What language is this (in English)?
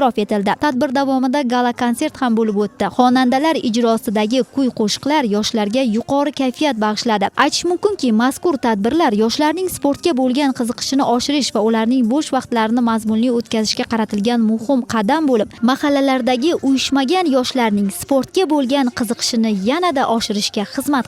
Uzbek